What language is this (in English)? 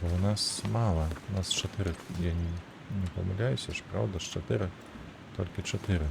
Belarusian